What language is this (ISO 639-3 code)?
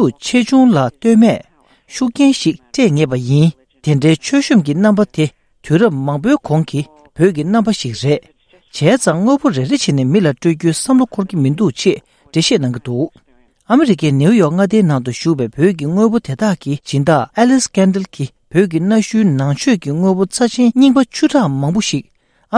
bod